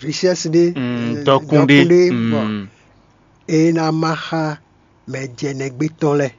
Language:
Fon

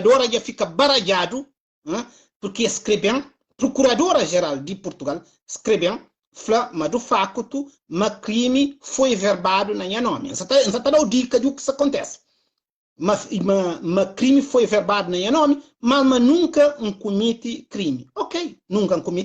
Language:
Kabuverdianu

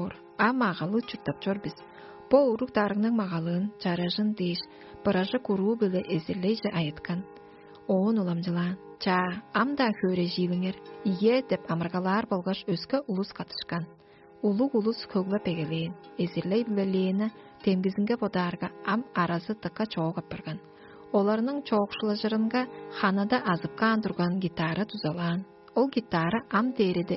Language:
Tuvinian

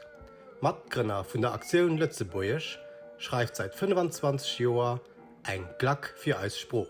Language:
Luxembourgish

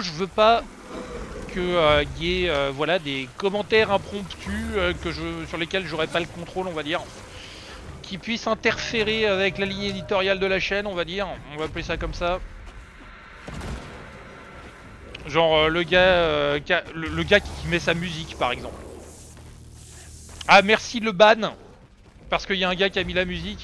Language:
French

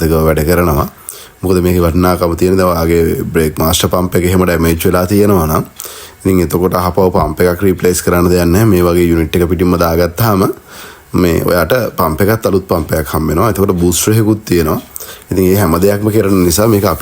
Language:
Sinhala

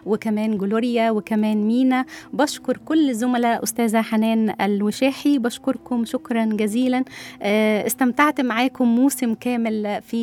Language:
Egyptian Arabic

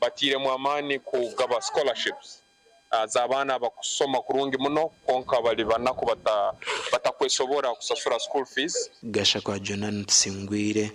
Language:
Nyankole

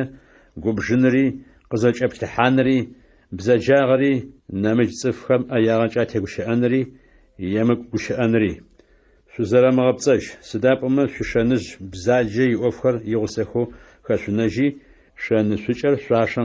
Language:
Adyghe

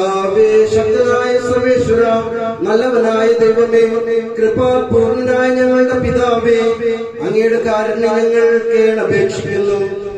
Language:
Malayalam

